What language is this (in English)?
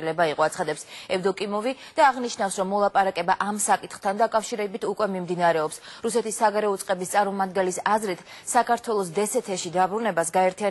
Georgian